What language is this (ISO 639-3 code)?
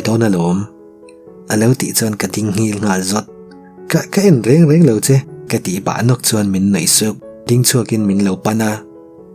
lus